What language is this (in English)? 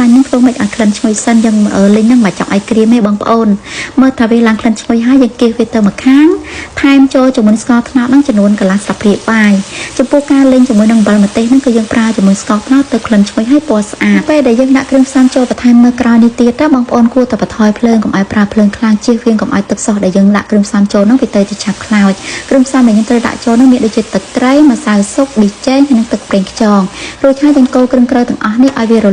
Khmer